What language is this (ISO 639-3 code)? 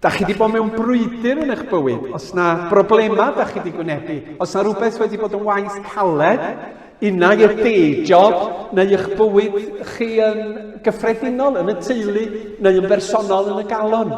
cym